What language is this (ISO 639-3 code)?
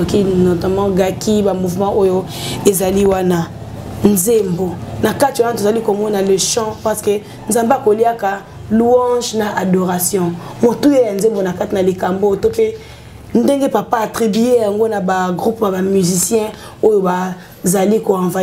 lin